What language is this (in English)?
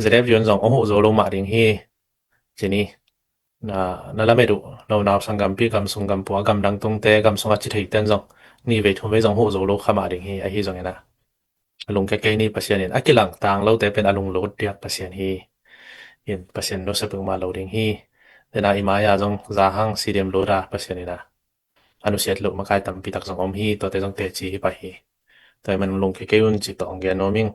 Tedim Chin